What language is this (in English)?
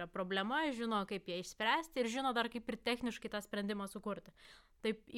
Lithuanian